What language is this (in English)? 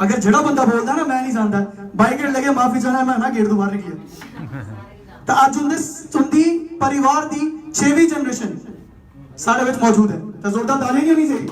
Dogri